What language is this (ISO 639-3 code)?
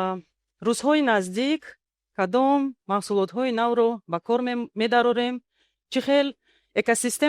tgk